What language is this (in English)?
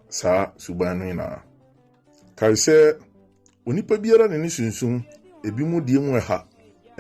Akan